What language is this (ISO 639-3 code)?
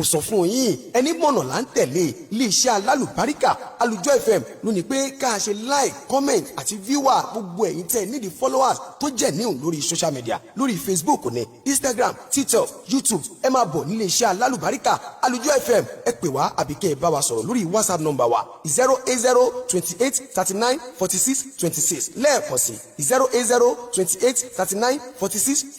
yor